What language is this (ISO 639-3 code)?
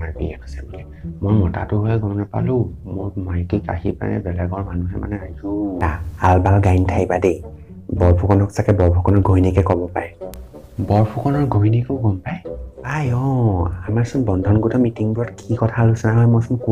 asm